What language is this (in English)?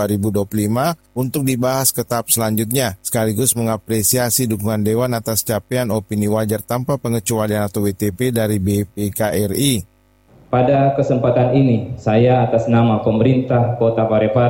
Indonesian